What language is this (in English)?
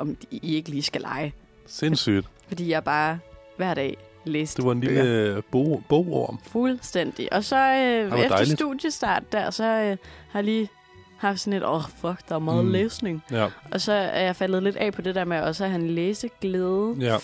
Danish